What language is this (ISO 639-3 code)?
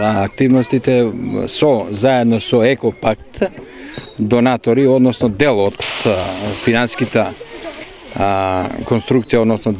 mkd